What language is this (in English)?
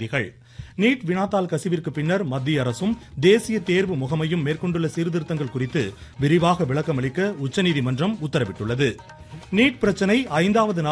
Tamil